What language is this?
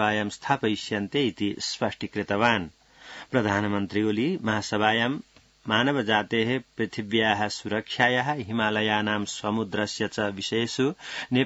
Sanskrit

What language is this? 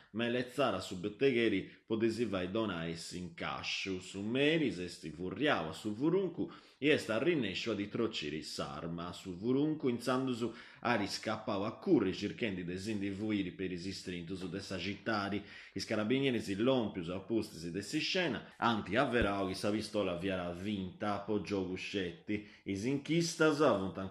Sardinian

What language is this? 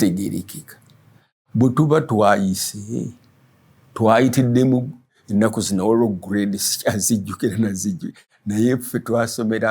Ganda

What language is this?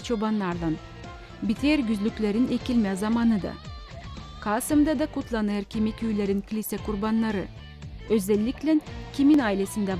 Gagauz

